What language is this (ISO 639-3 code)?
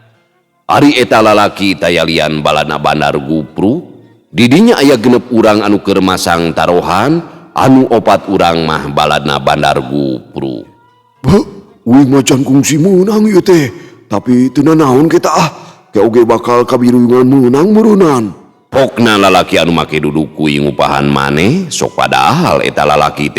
sun